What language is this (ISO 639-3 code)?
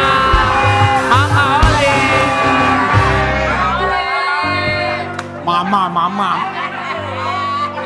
ind